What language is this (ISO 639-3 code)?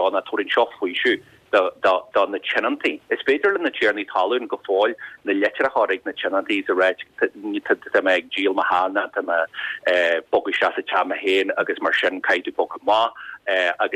gle